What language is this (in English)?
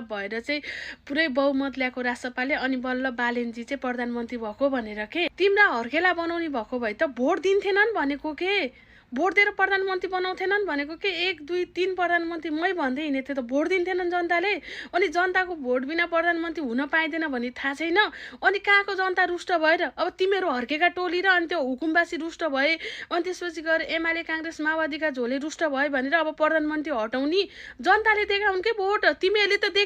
Nepali